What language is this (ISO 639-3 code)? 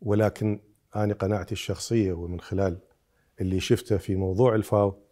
acm